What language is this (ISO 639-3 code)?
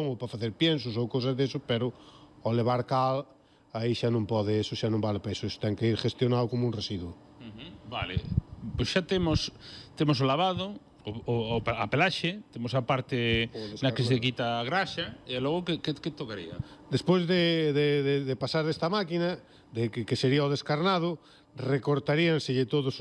glg